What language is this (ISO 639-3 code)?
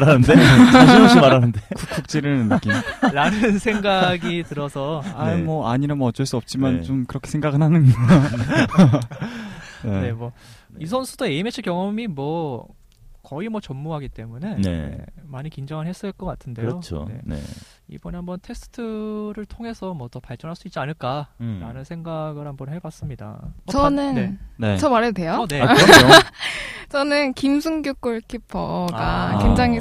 kor